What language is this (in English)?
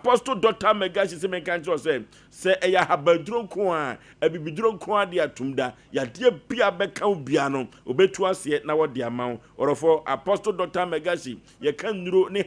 Akan